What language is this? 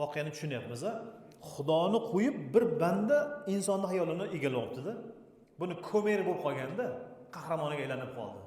Uzbek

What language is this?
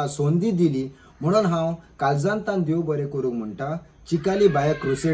Konkani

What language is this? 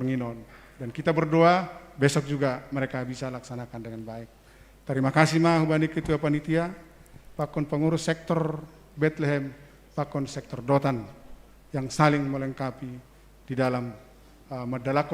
Batak Simalungun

